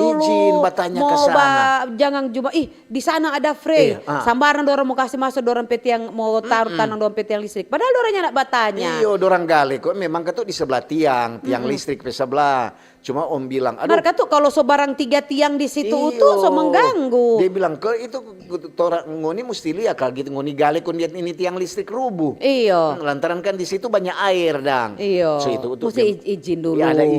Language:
Manado Malay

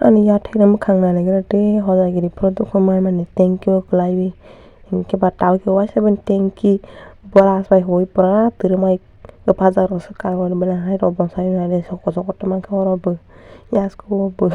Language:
Kok Borok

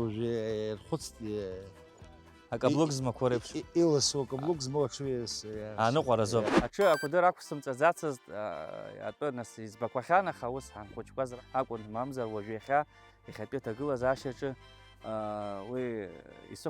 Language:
Abkhazian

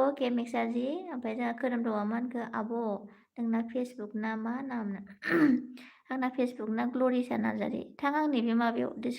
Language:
Bodo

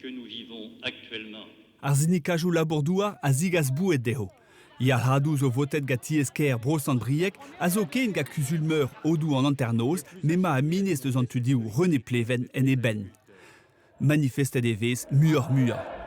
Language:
Breton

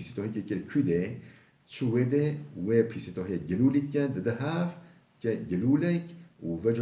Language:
Kurdish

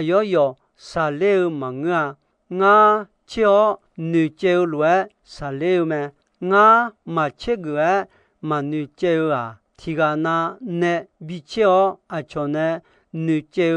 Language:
Akha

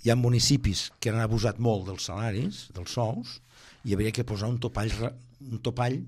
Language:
Catalan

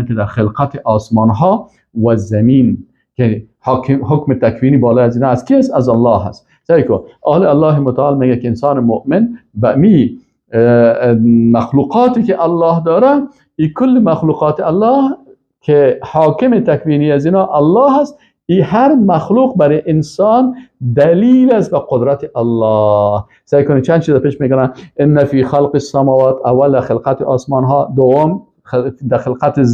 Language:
Persian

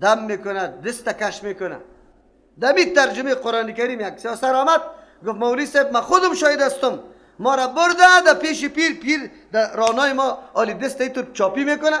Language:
Persian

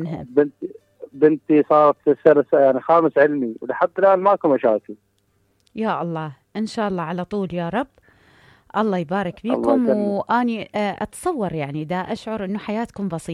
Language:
Mesopotamian Arabic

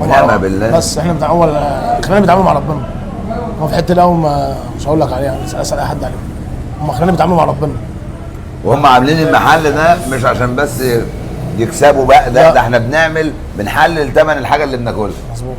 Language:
Egyptian Arabic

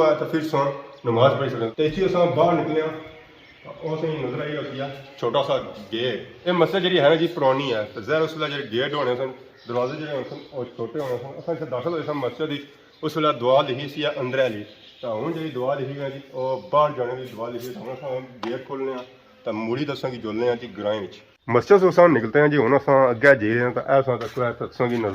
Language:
Pahari-Potwari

